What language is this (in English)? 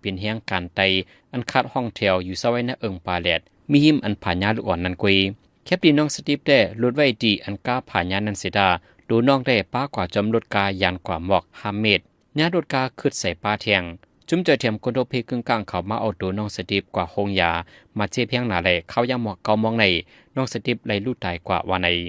Shan